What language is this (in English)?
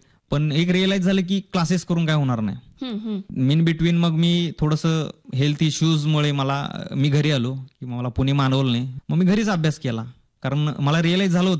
Marathi